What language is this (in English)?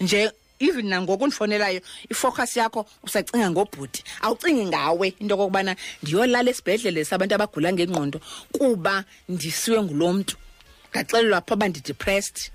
Xhosa